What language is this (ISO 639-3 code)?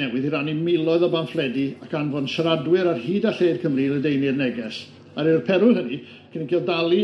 cym